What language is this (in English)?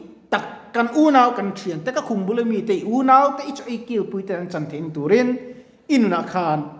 Mizo